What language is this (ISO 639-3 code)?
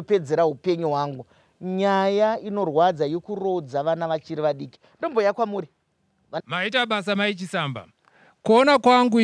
sna